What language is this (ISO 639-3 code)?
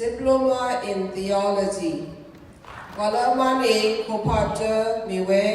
ksw